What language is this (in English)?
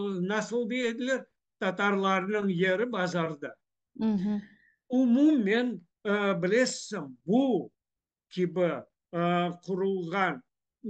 Crimean Tatar